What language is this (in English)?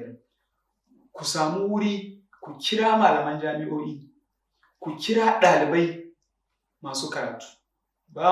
Hausa